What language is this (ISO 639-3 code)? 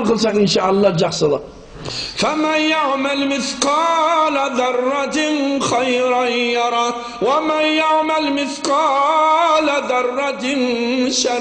kaz